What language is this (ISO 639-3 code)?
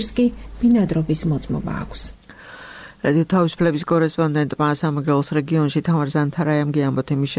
kat